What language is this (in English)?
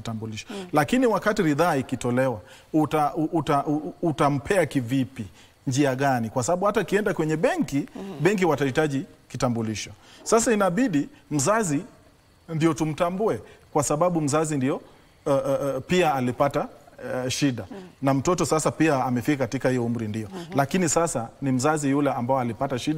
Swahili